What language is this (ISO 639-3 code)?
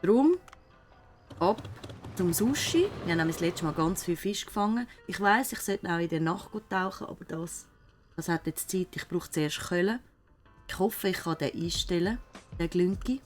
gsw